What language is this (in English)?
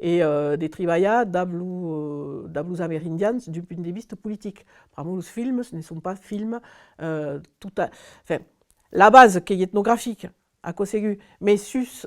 Occitan